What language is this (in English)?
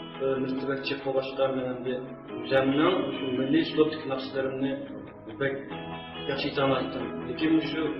Uyghur